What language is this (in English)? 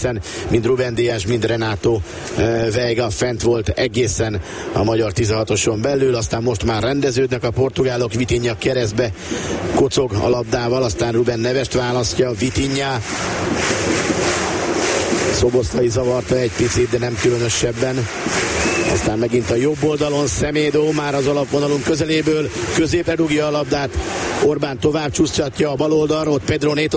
Hungarian